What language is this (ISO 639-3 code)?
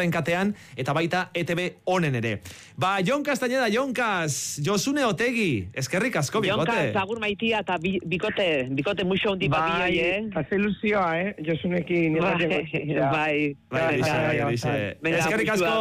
eus